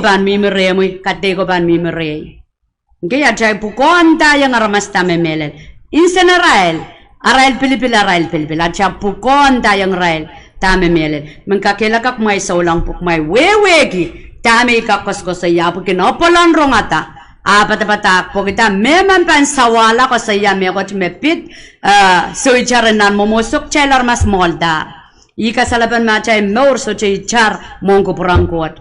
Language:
Pohnpeian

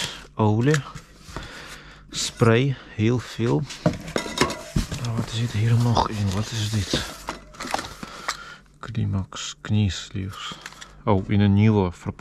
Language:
Dutch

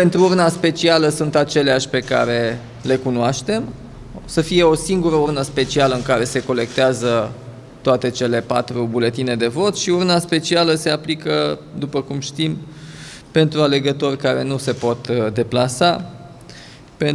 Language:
Romanian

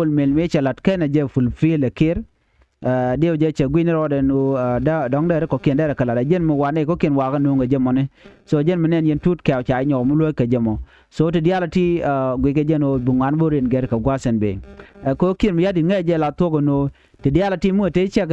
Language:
Nuer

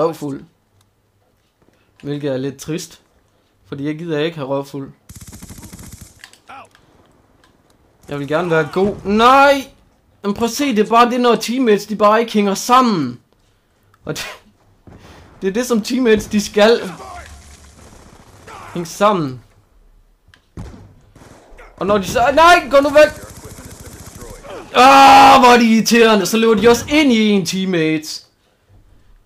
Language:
Danish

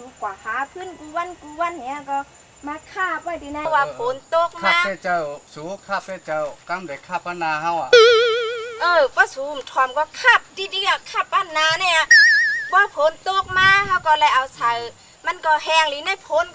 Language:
Shan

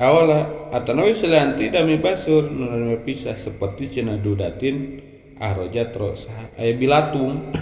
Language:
Sundanese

